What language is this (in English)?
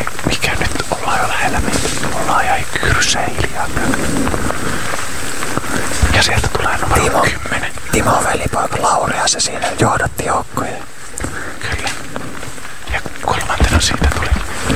Finnish